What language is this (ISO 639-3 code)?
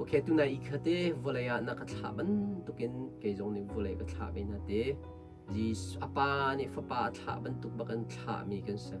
cnh